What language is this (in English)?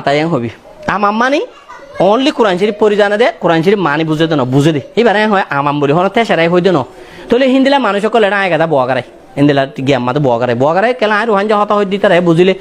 Rohingya